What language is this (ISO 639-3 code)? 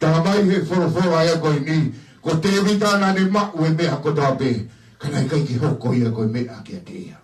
ton